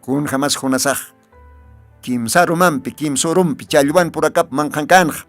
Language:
Aymara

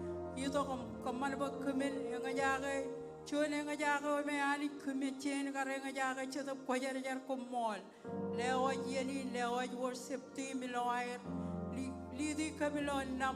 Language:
Marshallese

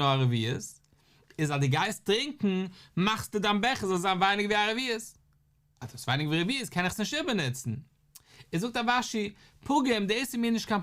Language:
Yiddish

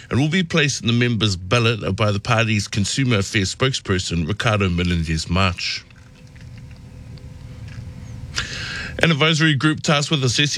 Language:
English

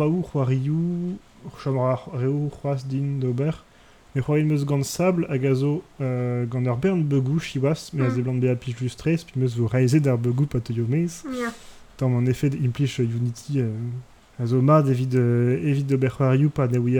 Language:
Breton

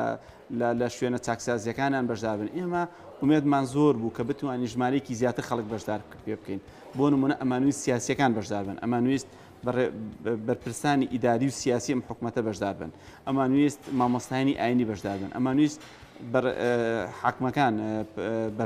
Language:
Central Kurdish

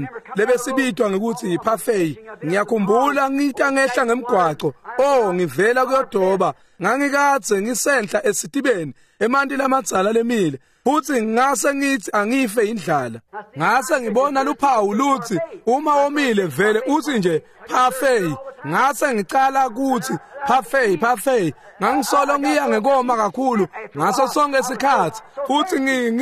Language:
Swati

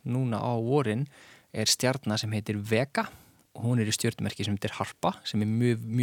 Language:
Icelandic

